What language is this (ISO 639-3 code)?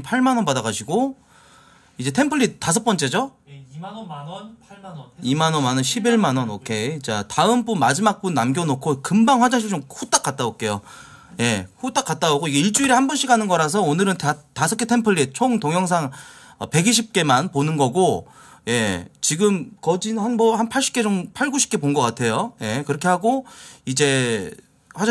kor